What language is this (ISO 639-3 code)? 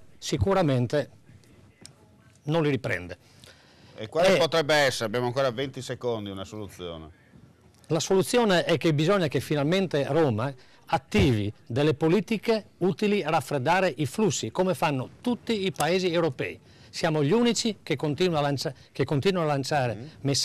ita